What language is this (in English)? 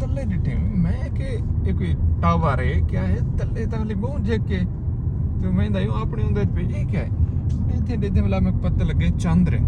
Saraiki